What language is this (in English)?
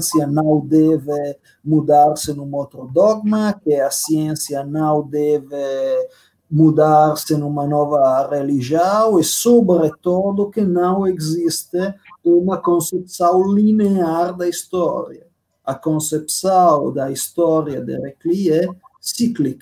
Portuguese